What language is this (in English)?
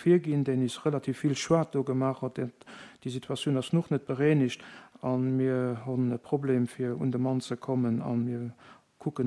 Luxembourgish